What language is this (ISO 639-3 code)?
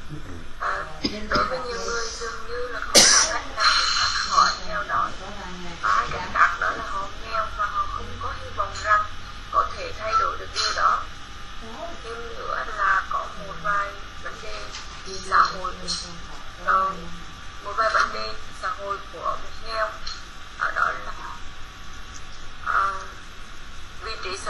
vie